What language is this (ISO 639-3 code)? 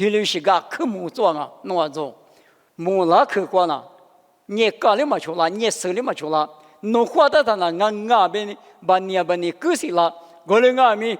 lis